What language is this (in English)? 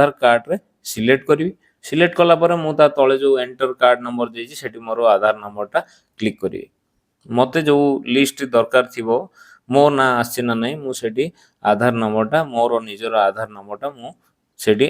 Odia